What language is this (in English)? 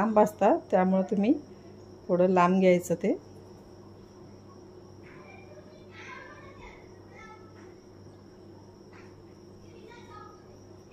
Marathi